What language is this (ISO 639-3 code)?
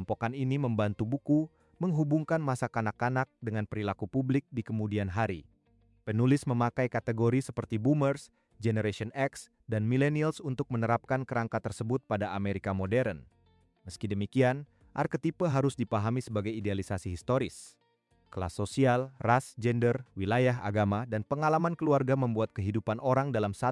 ind